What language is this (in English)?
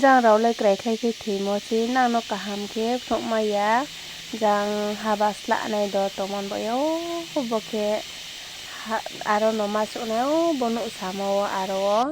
Riang (India)